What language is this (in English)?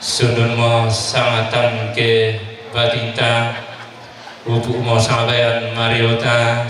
Toraja-Sa'dan